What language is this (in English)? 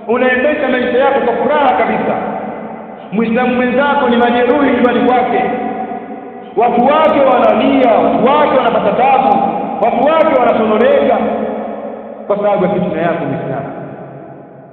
Swahili